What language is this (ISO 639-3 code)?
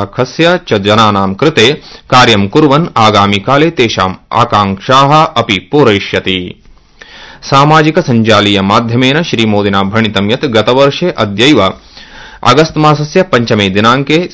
san